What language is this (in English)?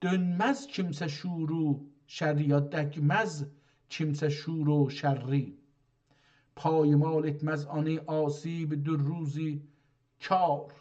South Azerbaijani